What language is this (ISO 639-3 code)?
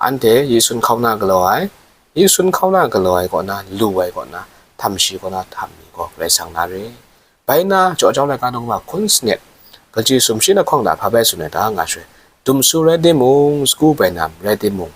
kac